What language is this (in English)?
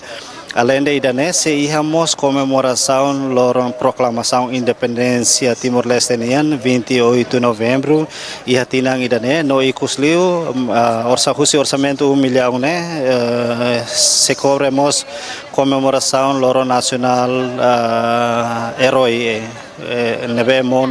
Tetum